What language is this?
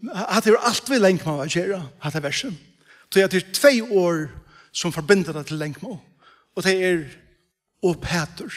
Faroese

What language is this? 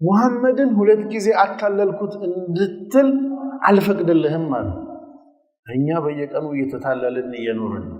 Amharic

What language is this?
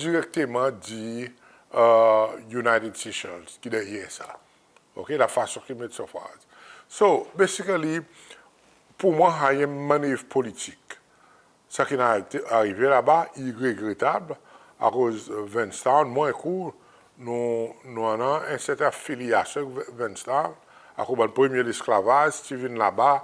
Seselwa Creole French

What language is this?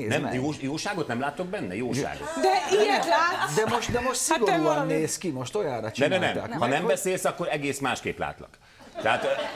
Hungarian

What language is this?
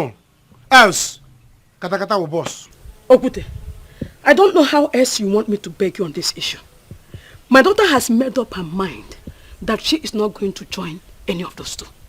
Nigerian Pidgin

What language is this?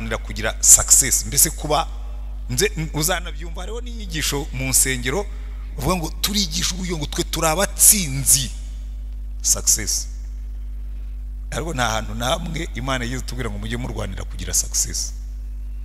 Kinyarwanda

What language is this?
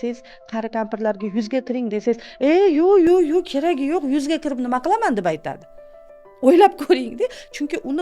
Uzbek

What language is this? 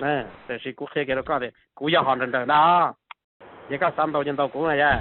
Hmong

